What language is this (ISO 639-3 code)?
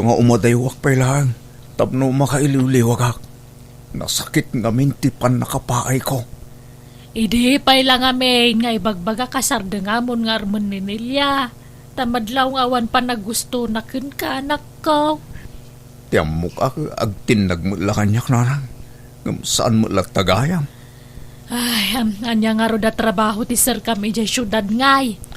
ilo